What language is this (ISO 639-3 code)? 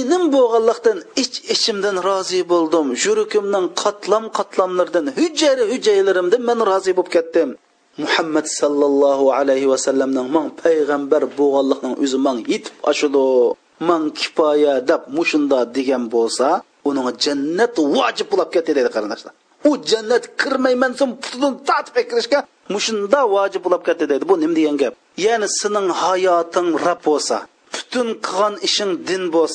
uig